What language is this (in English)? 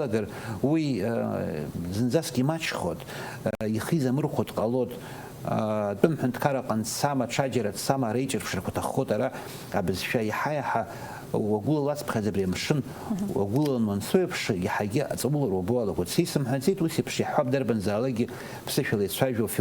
Abkhazian